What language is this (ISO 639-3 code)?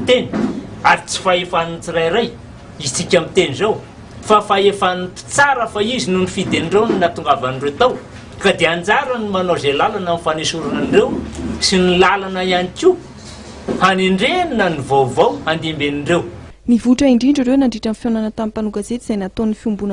mlg